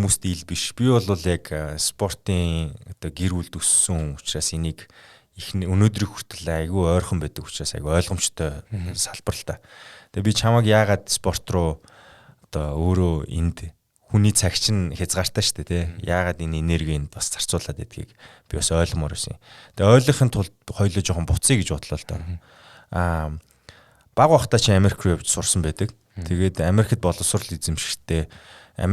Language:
Mongolian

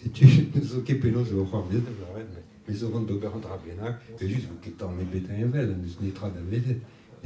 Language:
Breton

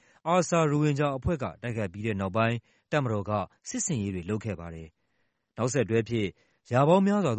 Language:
Burmese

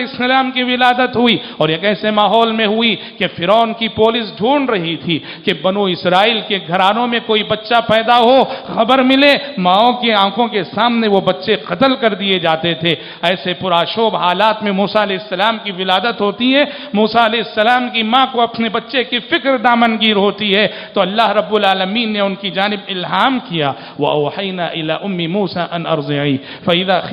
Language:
Urdu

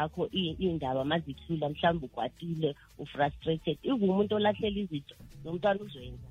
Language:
South Ndebele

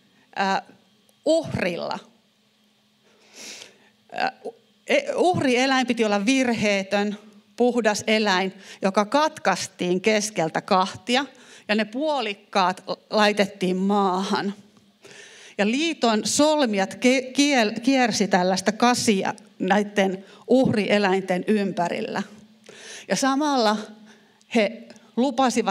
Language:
Finnish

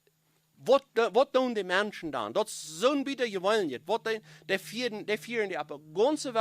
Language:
Plautdietsch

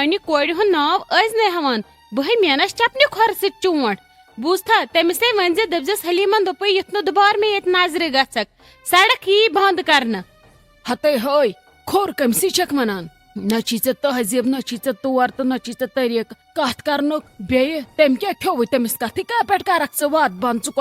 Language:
Kashmiri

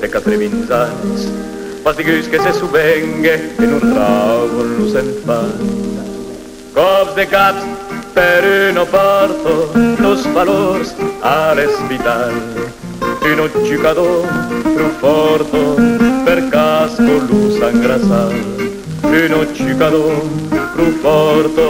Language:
Occitan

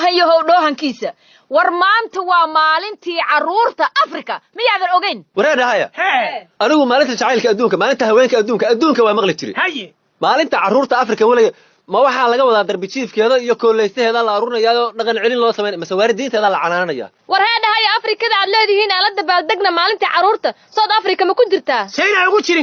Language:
Somali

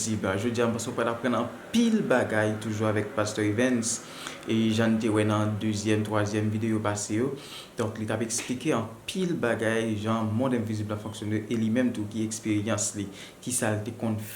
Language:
Haitian Creole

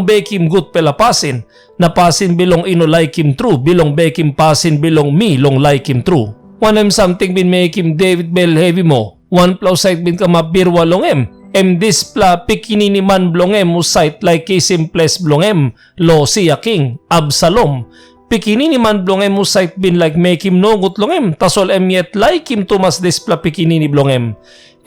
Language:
Tok Pisin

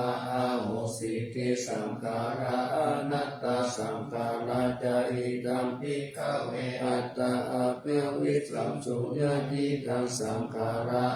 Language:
Pali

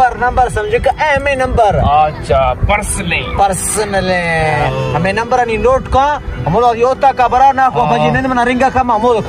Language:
Baluchi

